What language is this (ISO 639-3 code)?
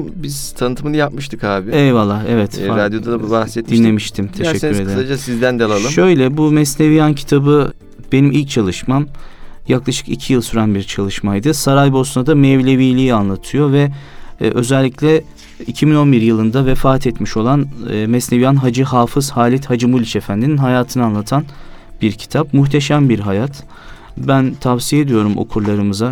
tur